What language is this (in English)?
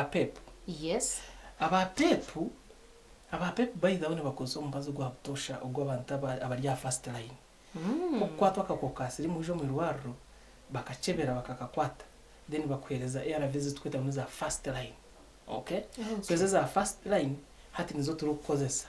Nyankole